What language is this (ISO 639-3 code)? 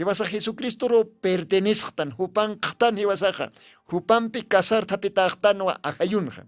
aym